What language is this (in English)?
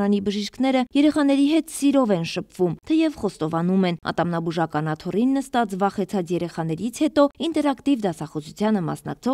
Armenian